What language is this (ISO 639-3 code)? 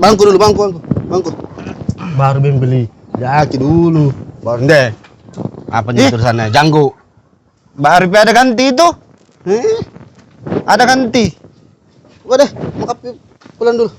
mfp